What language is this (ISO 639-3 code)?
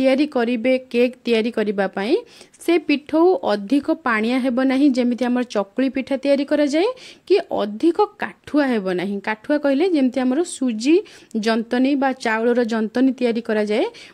ori